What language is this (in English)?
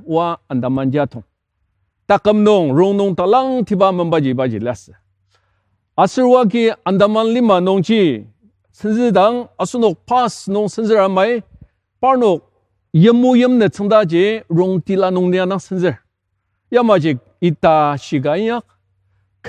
Ao Naga